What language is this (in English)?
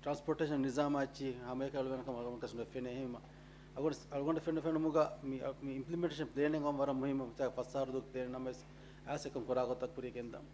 Divehi